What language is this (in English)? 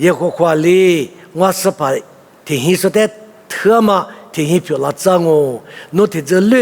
Lisu